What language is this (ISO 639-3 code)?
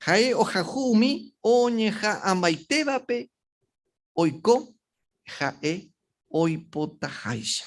grn